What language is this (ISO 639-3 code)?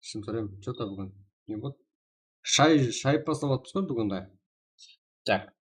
kaa